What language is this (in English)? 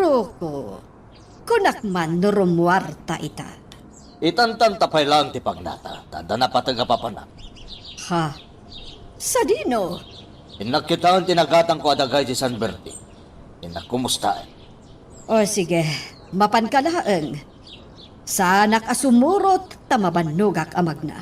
Iloko